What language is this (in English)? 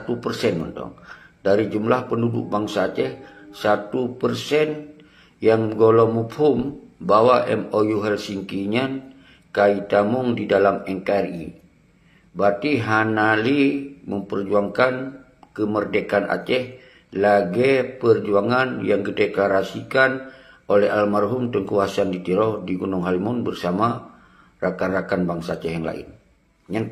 Achinese